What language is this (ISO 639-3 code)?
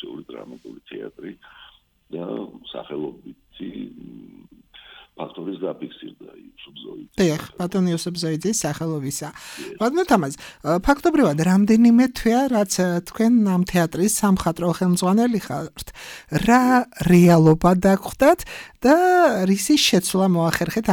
kat